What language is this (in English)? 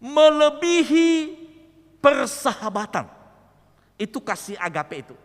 Nias